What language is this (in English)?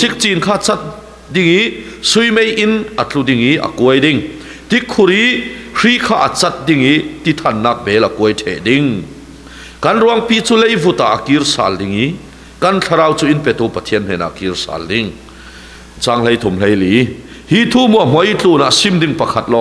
Falam Chin